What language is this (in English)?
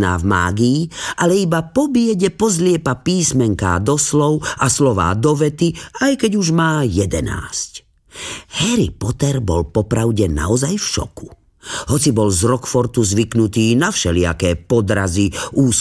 Slovak